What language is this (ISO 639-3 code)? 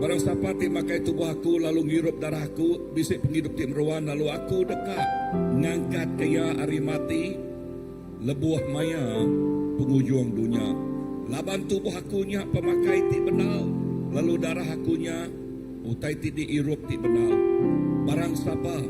iba